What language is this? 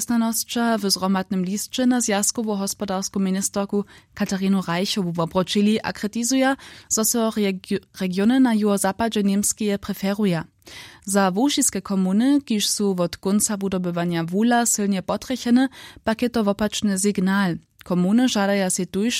Upper Sorbian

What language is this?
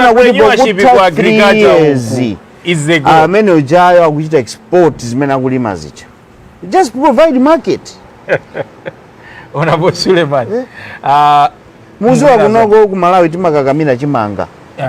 Nyanja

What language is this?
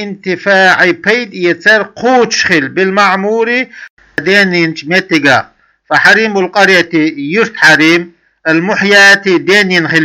Chechen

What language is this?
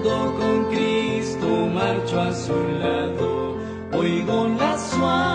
Spanish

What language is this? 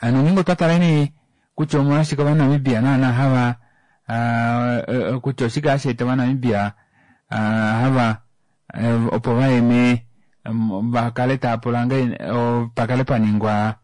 Kuanyama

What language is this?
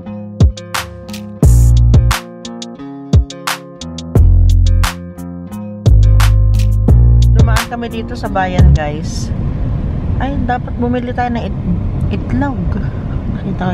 Filipino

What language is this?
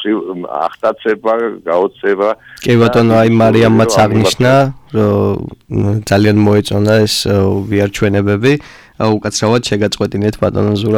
Georgian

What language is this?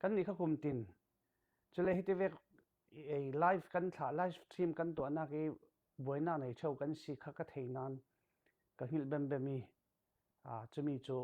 Falam Chin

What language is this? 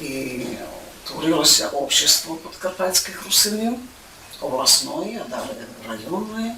Rusyn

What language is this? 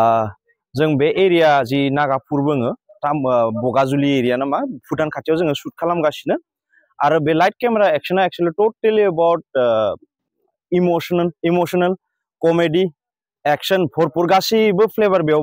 Bodo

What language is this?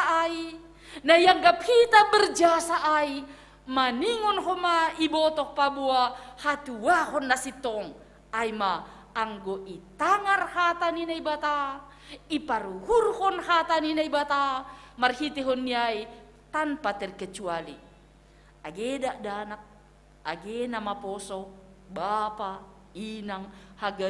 Batak Simalungun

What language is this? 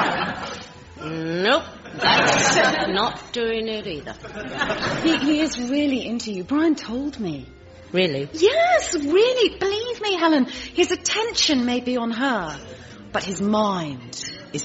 English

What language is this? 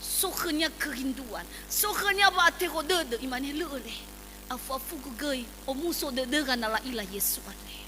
Nias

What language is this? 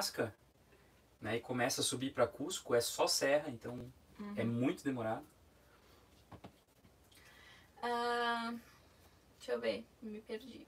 Portuguese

